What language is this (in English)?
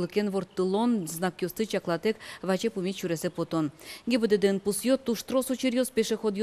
Udmurt